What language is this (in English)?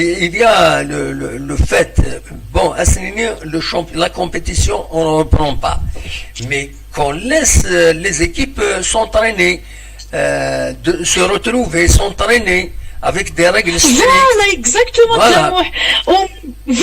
Kabyle